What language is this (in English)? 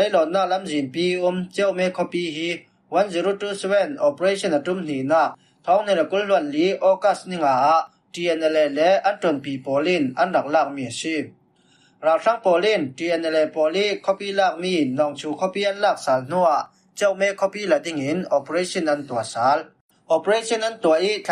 Falam Chin